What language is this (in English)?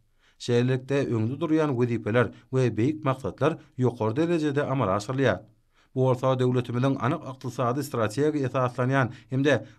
Turkmen